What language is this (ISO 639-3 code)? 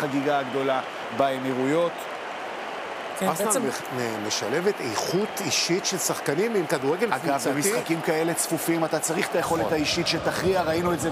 heb